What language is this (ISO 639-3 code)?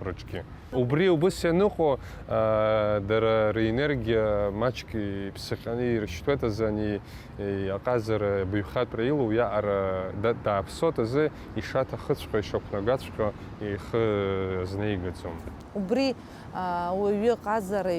abk